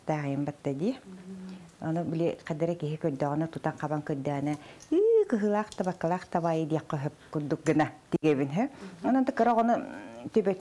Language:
Yakut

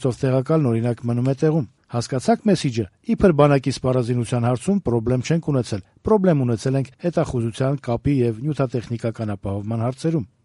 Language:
Armenian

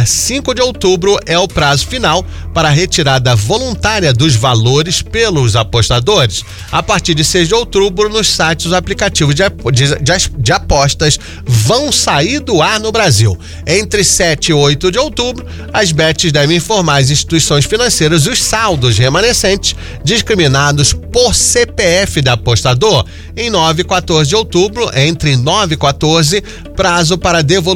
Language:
Portuguese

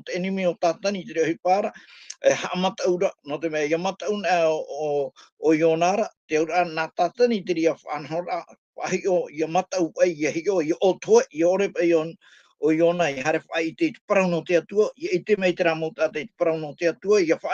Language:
Tahitian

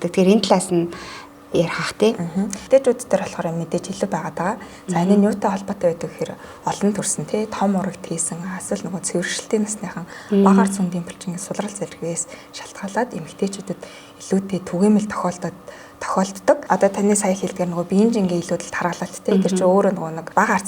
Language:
Mongolian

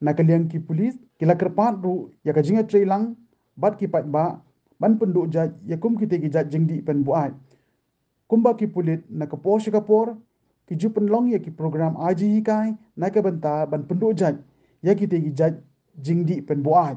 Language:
Khasi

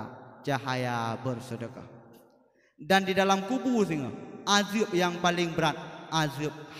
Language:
Achinese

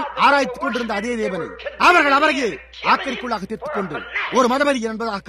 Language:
Tamil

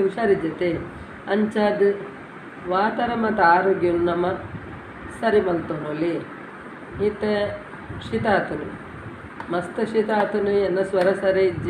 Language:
Tulu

